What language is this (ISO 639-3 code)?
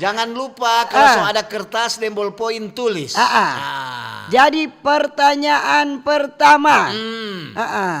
xmm